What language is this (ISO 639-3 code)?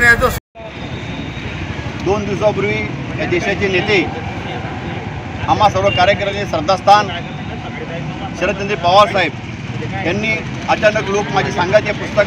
mar